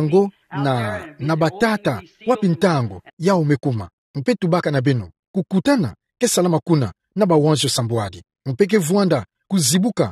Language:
Kituba (Democratic Republic of Congo)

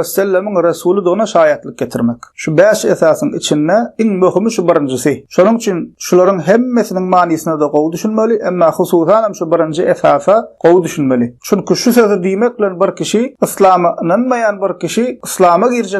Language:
Turkmen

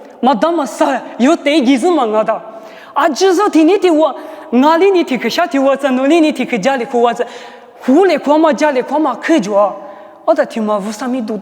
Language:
Lisu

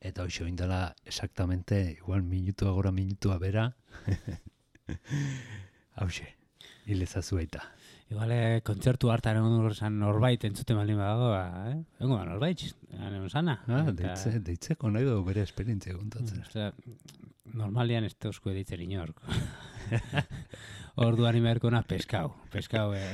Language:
Basque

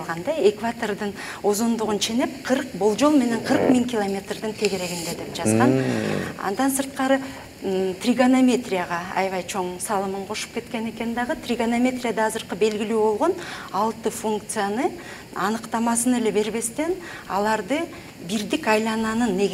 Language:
Kyrgyz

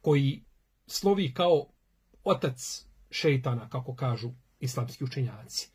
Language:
Bosnian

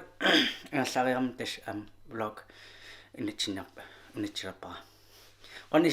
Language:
Kalaallisut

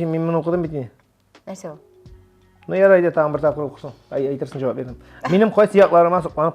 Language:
Tatar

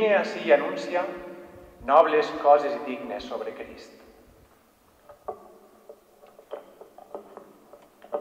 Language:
Catalan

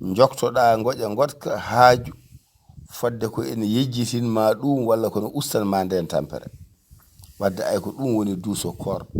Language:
Fula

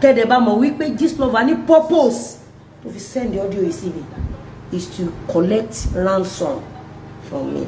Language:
Yoruba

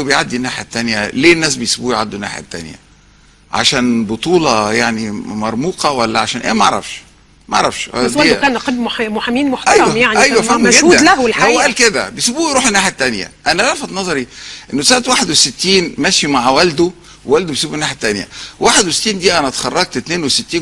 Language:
Egyptian Arabic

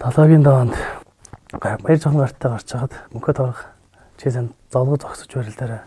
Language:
Mongolian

